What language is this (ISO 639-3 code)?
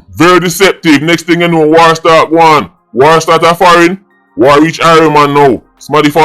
jam